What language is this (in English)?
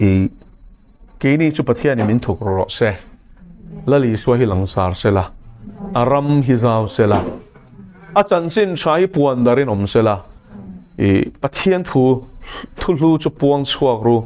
Mizo